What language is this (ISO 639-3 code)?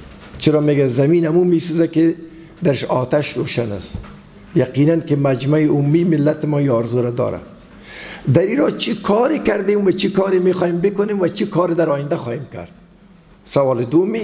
fas